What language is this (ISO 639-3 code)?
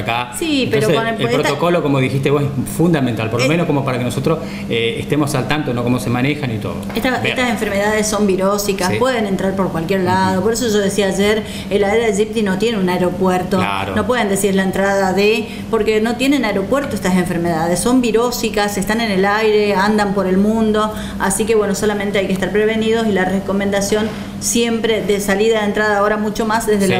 spa